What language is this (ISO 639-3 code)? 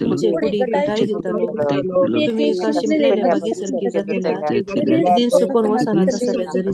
kok